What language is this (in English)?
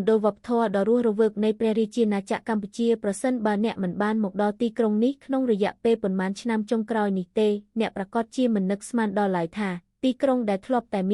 Khmer